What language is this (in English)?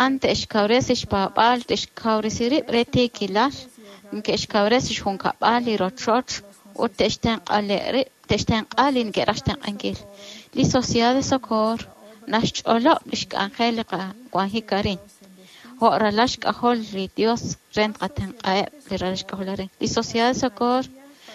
Kekchí